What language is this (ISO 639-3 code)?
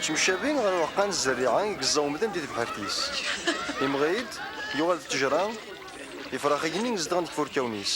kab